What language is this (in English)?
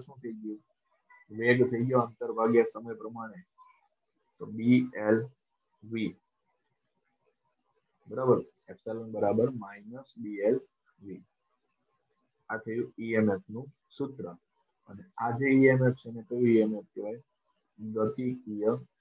Gujarati